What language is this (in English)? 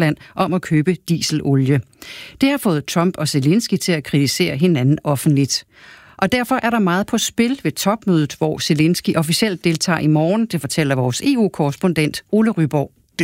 Danish